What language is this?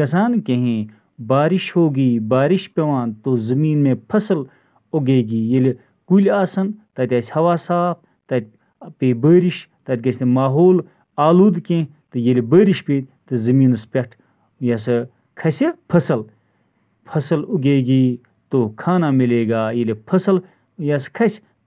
Kashmiri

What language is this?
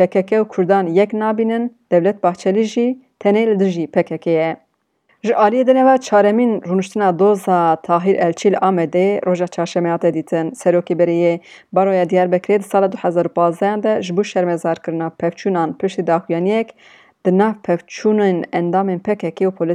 Kurdish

